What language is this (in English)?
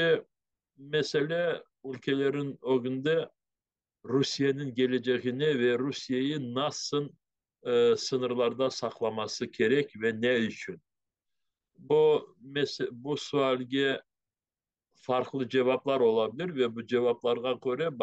Crimean Tatar